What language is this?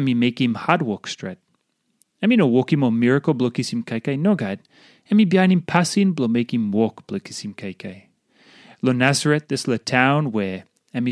Tok Pisin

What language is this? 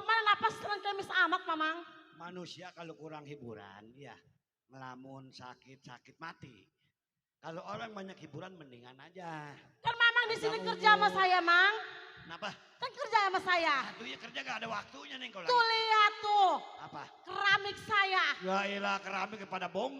Betawi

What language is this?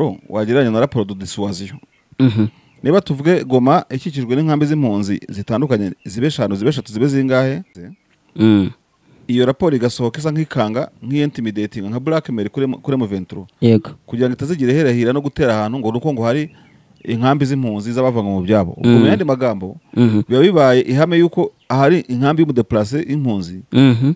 Kinyarwanda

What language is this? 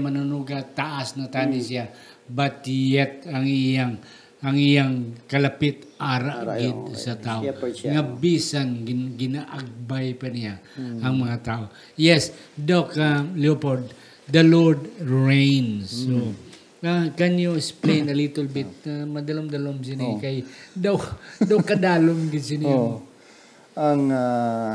Hiligaynon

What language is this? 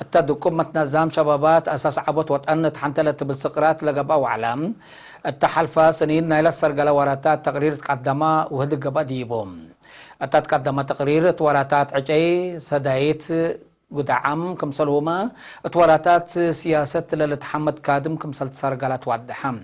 Tigre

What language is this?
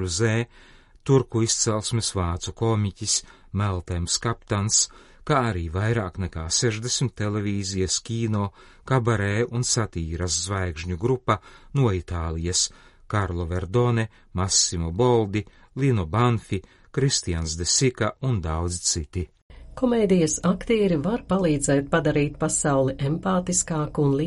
Latvian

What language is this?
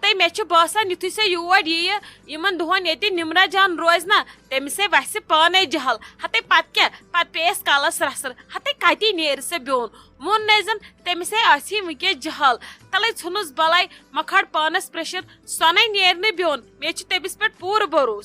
Kashmiri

